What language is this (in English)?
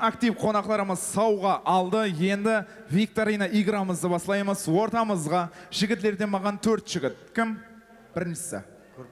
Kara-Kalpak